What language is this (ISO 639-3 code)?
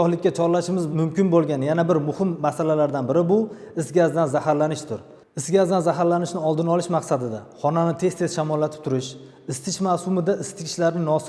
uzb